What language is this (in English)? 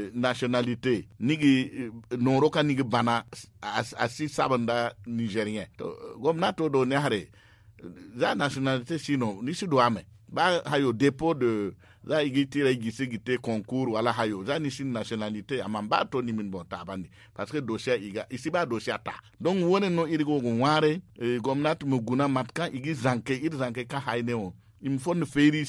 Zarma